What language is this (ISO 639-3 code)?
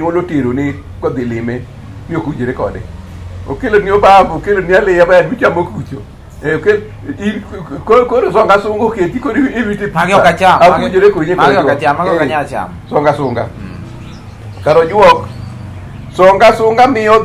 luo